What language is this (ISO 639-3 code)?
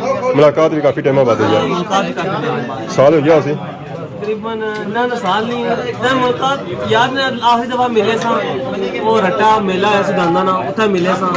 phr